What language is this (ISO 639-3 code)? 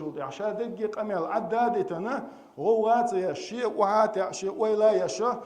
che